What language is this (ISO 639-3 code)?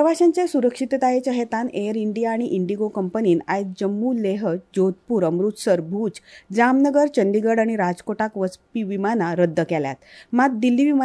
kok